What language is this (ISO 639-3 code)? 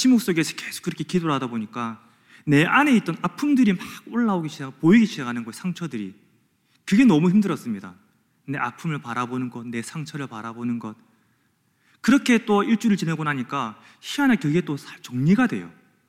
kor